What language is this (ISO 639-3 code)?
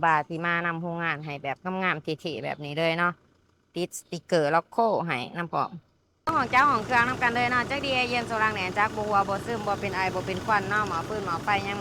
lao